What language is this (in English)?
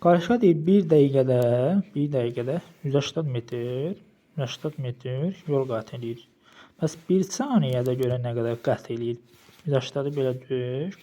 Azerbaijani